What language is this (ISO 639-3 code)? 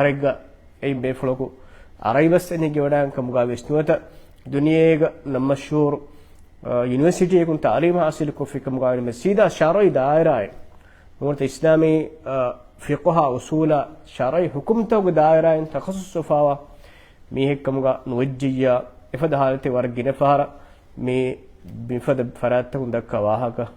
div